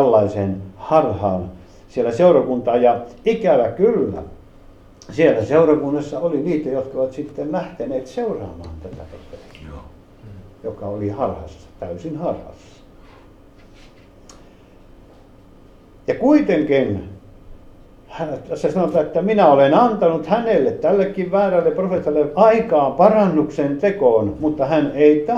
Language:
Finnish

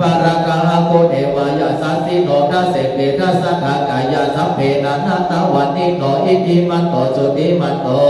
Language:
Pali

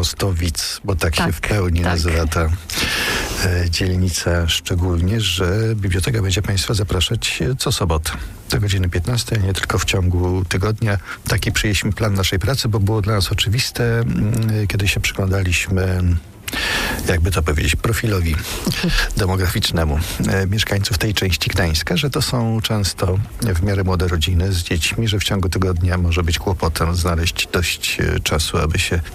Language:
Polish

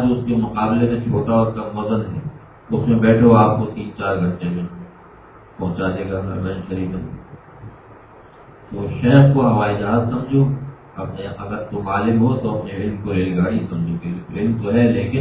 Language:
Urdu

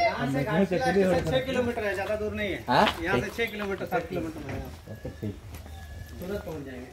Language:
Santali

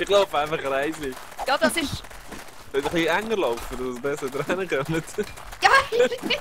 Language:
Swiss German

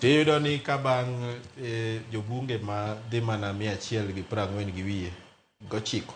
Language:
Luo (Kenya and Tanzania)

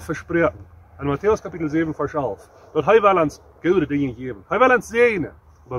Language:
Plautdietsch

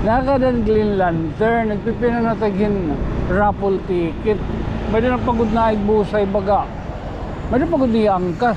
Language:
Waray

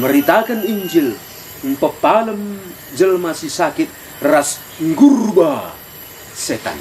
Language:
Batak Karo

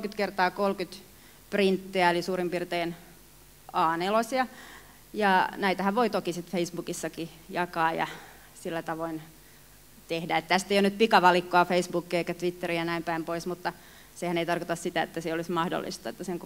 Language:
Finnish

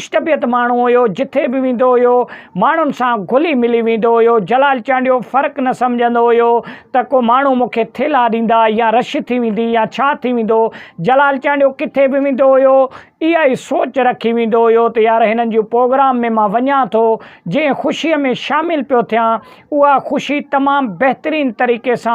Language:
Sindhi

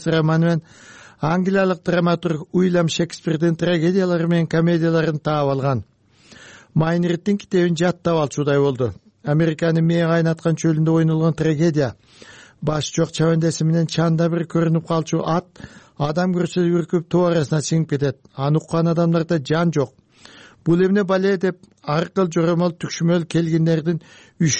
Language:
Kyrgyz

